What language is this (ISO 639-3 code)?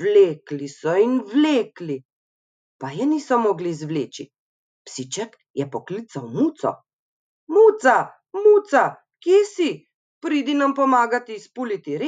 slv